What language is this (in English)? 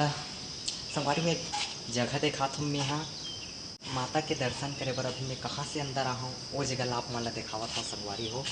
Chhattisgarhi